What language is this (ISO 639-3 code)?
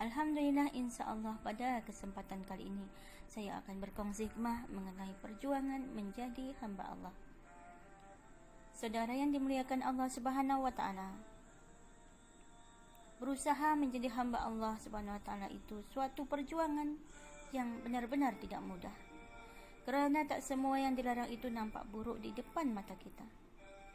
msa